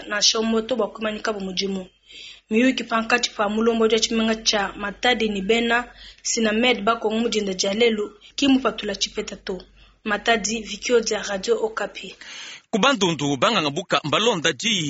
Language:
Luba-Lulua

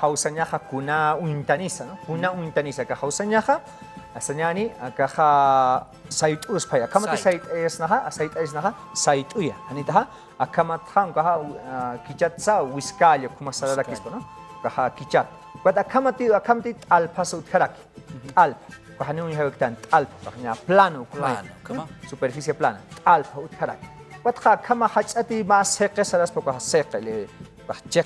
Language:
Aymara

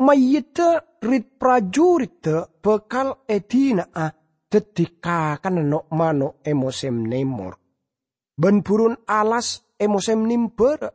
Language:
Madurese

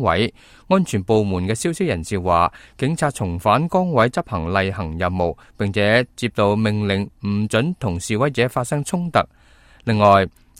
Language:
Cantonese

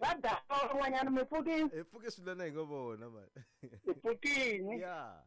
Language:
Tsonga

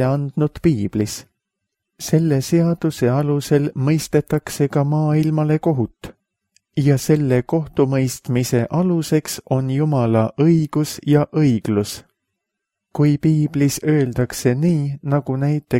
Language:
Estonian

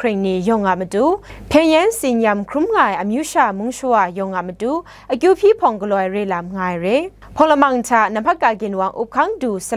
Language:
Kachin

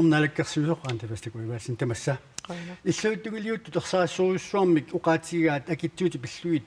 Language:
Kalaallisut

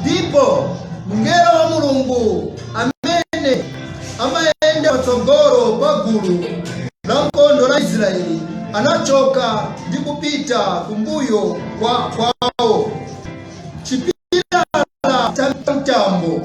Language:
Nyanja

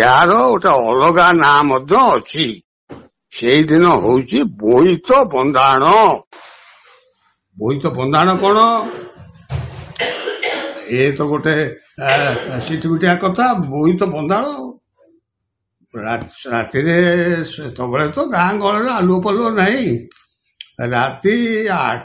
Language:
Odia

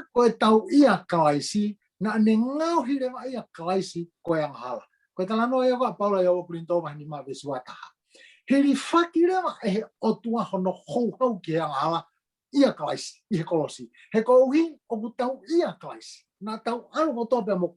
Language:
Tongan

